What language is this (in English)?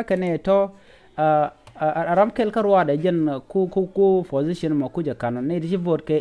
Nuer